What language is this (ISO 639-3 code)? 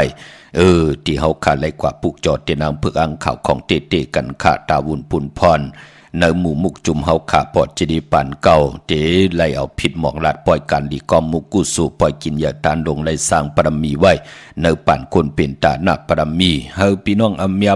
shn